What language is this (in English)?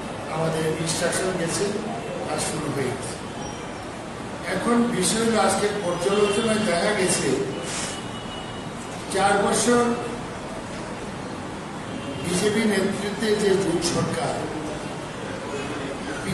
Bangla